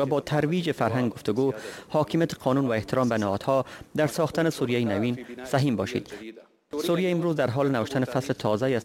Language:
Persian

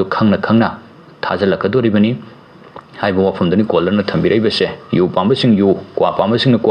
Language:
Manipuri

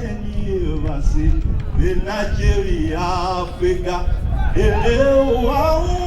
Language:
Tiv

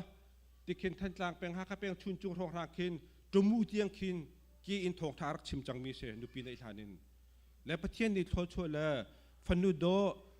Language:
Hakha Chin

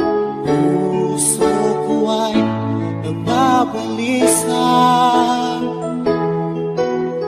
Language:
Filipino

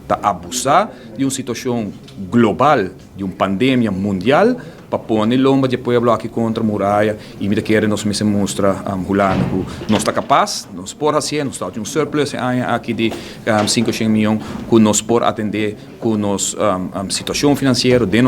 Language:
Papiamento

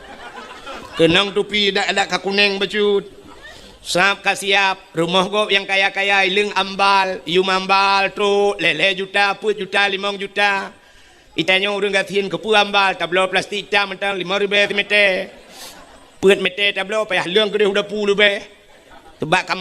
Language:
Achinese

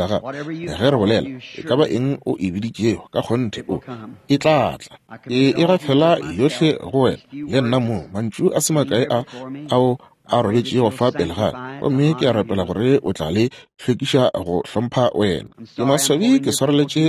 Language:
Northern Sotho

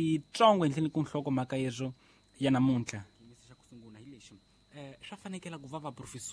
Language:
Tsonga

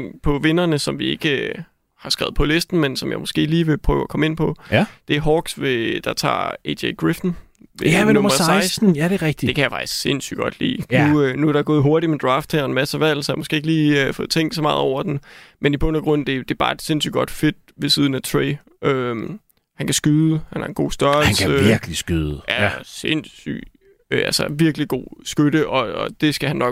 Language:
Danish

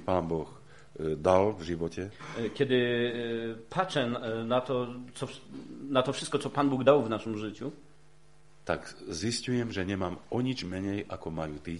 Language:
Slovak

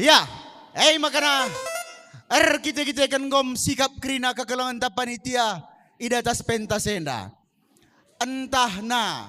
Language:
Batak Karo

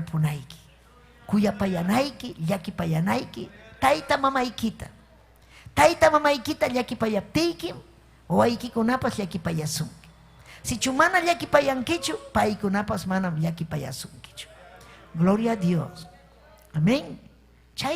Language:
Ayacucho Quechua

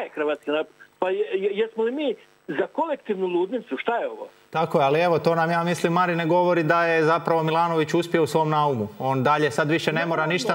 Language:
Croatian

